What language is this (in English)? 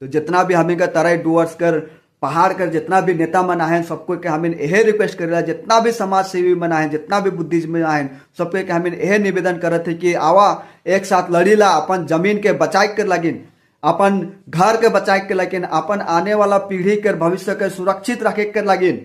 Sadri